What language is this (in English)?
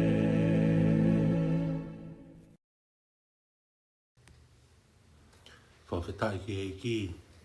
Tongan